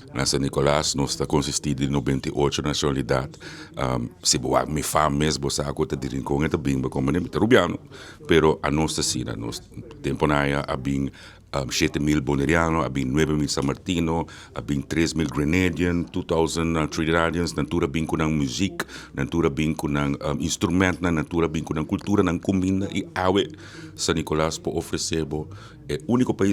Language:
Papiamento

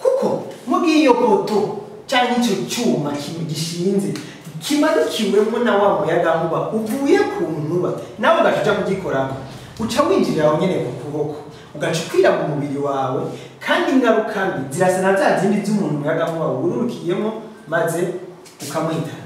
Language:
Rundi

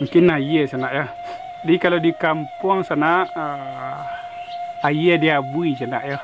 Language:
Minangkabau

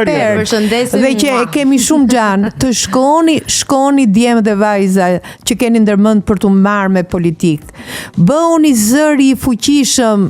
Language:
Albanian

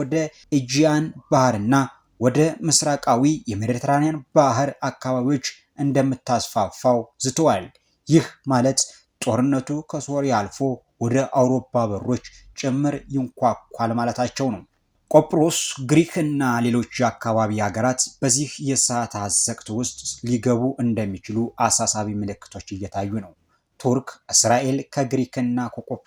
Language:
Amharic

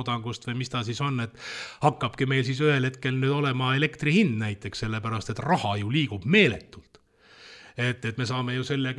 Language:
Estonian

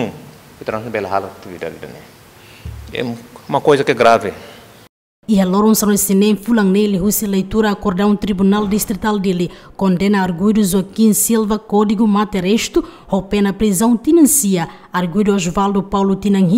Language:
Tetum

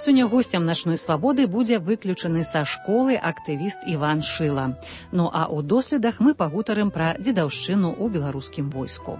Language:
Belarusian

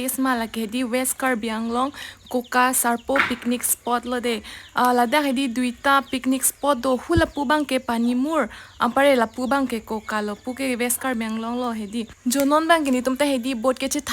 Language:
Karbi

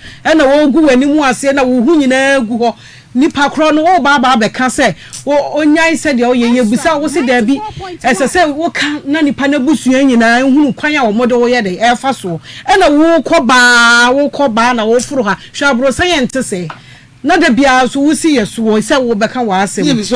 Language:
Akan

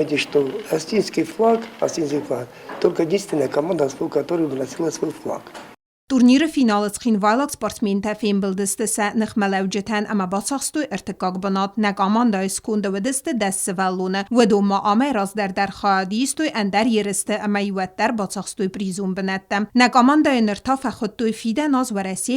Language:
Ossetic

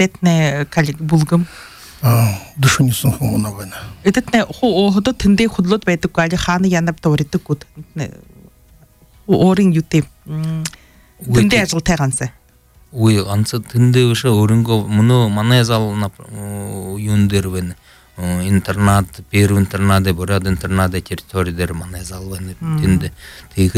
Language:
Buriat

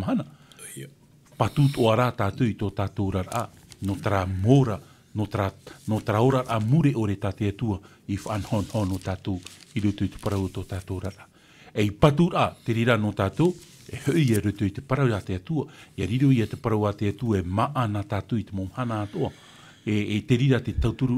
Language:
Tahitian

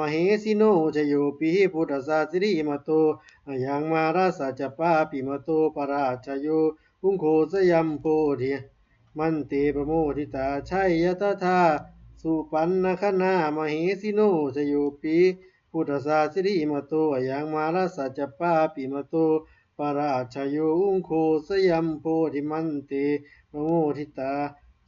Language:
Pali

